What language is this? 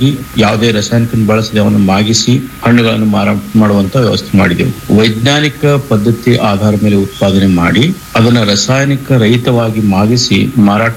Kannada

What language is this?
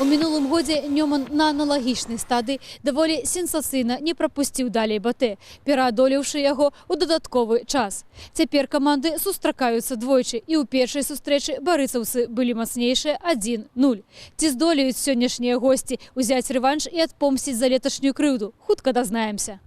Belarusian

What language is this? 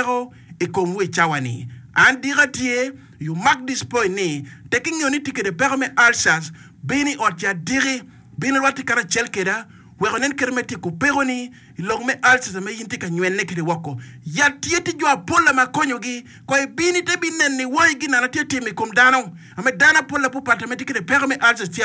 Acoli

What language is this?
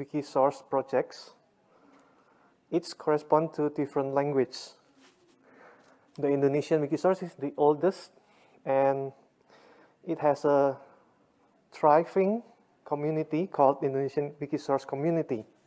English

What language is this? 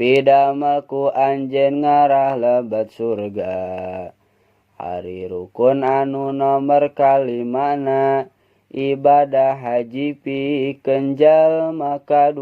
Sundanese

